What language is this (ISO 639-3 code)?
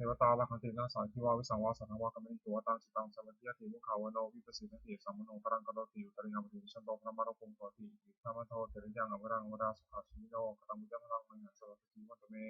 pli